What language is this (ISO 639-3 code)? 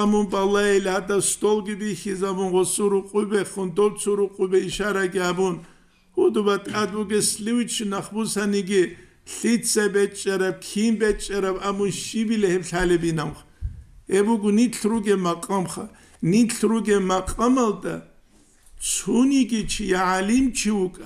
ava